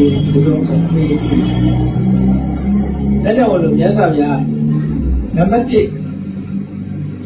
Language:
Burmese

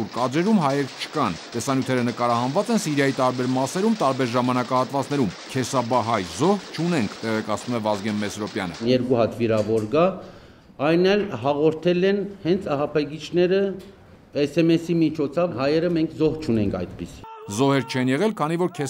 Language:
Armenian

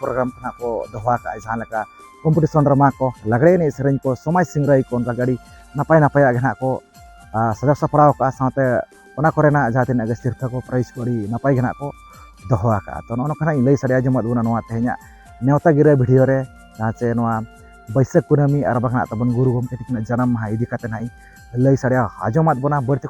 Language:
Santali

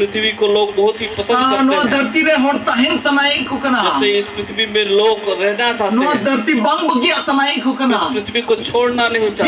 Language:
Santali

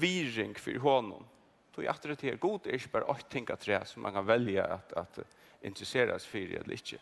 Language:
Faroese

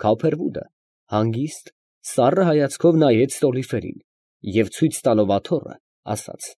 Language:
Armenian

